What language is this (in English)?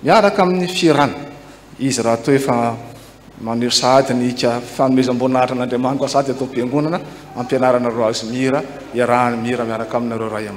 Malagasy